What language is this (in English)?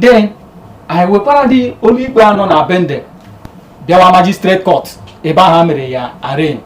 Igbo